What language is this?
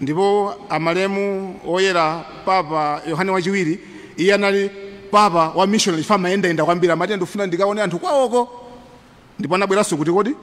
Nyanja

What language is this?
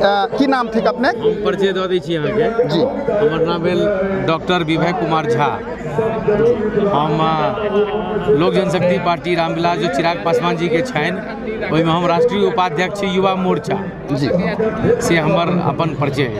Maithili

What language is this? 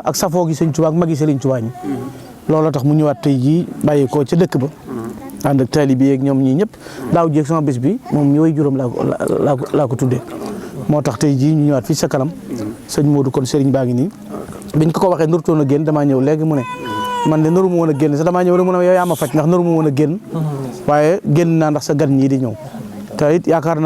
Wolof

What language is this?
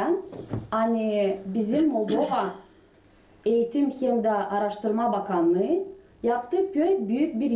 Gagauz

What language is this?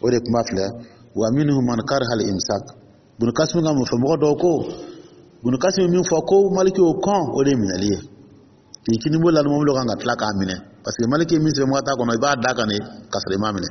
Dyula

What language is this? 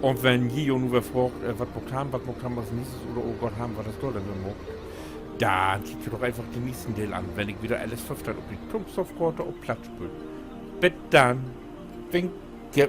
Low German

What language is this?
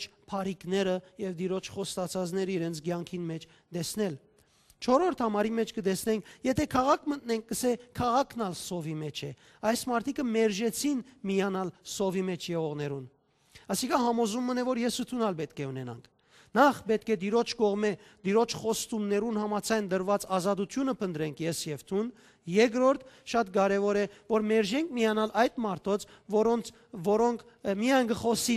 Western Armenian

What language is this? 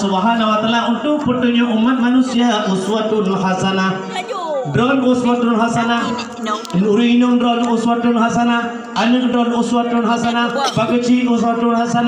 Achinese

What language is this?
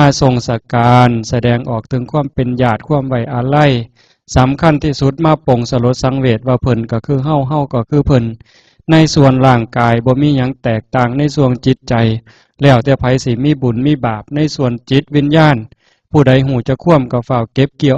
Northeastern Thai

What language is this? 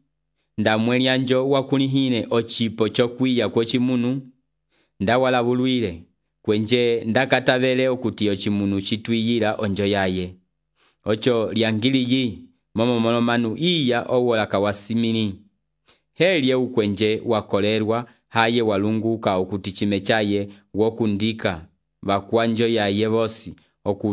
Umbundu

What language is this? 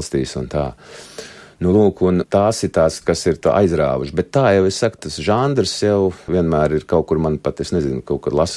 Latvian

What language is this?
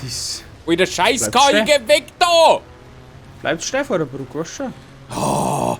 Bavarian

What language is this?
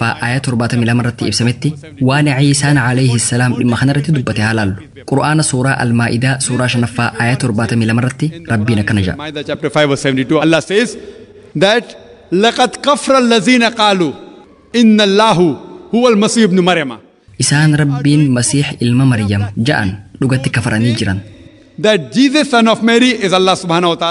Oromo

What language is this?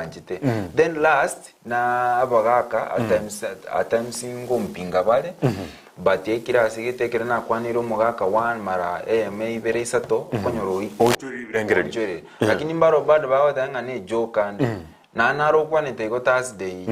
Gusii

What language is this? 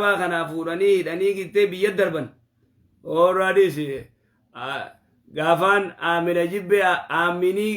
Oromo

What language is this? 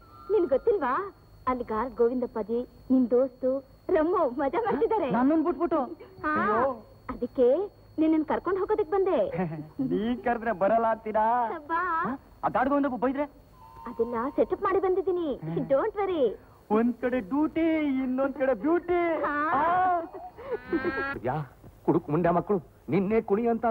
Kannada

